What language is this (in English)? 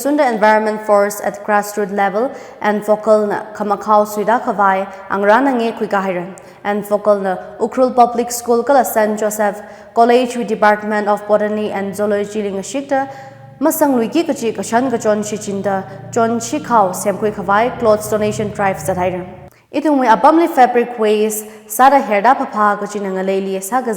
Tangkhul Naga (India)